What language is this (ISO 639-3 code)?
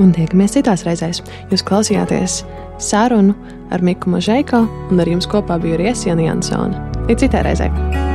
lav